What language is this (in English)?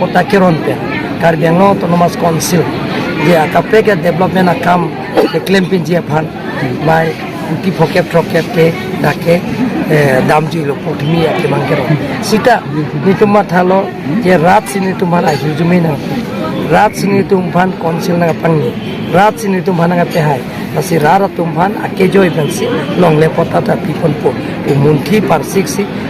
Karbi